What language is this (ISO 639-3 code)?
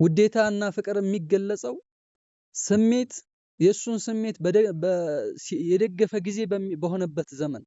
amh